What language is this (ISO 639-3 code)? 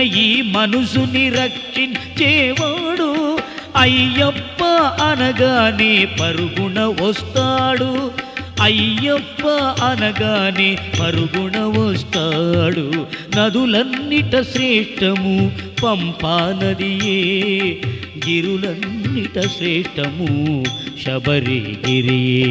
tel